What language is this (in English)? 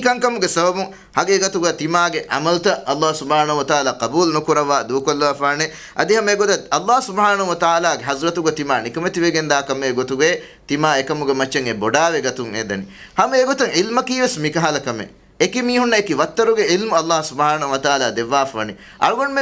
Divehi